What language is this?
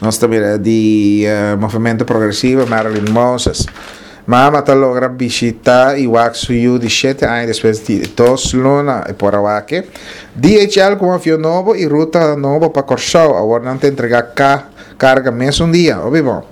Papiamento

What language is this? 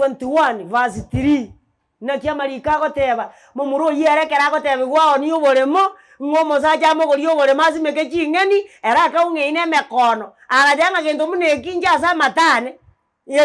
Gusii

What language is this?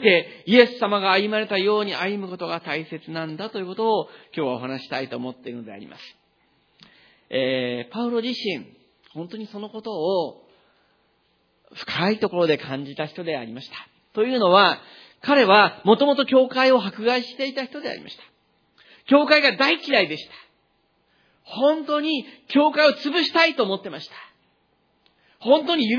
Japanese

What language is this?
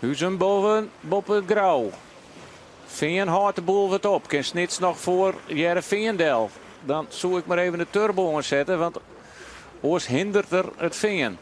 Western Frisian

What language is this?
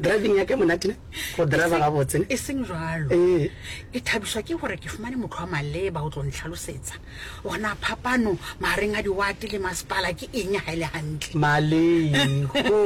Northern Sotho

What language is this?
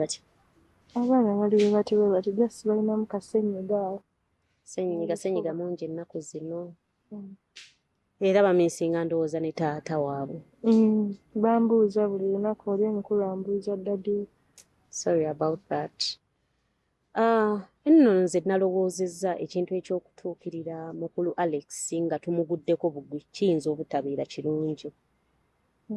Ganda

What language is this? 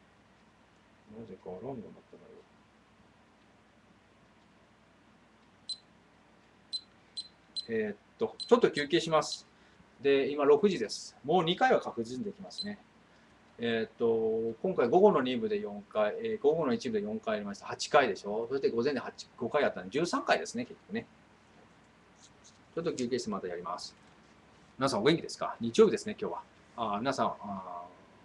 Japanese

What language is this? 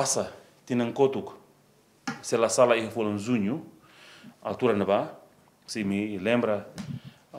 Tetum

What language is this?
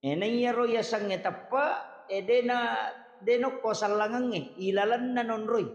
Buginese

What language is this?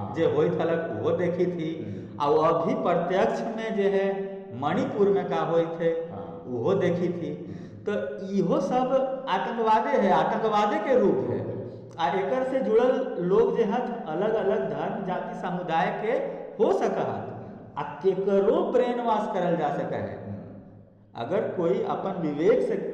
Magahi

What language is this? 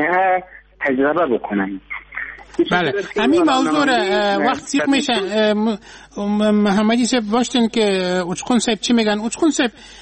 Persian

